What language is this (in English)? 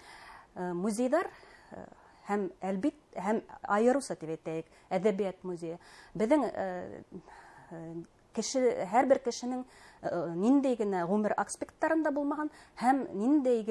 Bashkir